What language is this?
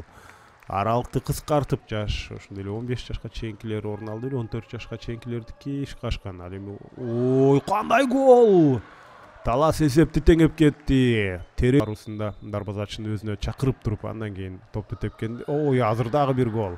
Kyrgyz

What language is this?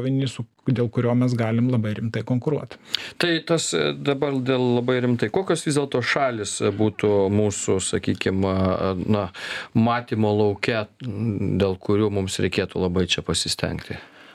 Lithuanian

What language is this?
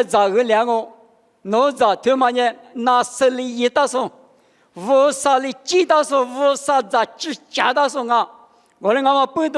Lisu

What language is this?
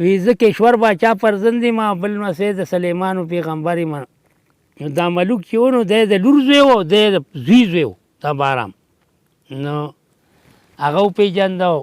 Pashto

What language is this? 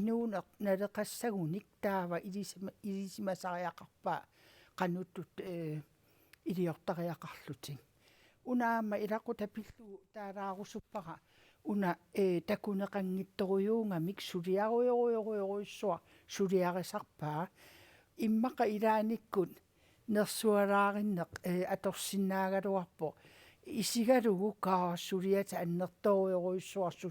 Kalaallisut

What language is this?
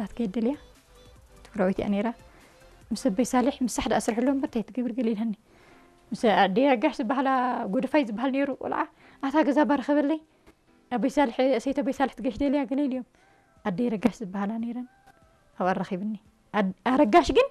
Tigrinya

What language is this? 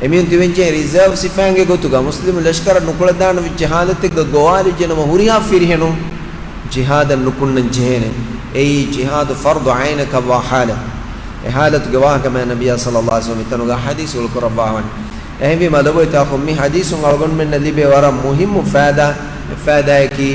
Divehi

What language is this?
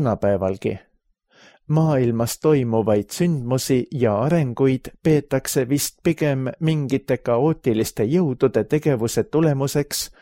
Estonian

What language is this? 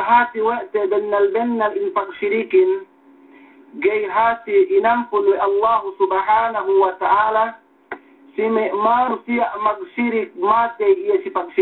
Yakan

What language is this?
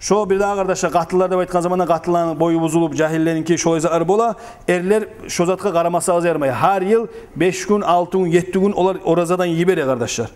Kumyk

